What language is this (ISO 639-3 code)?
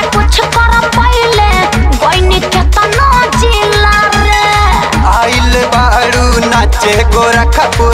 bho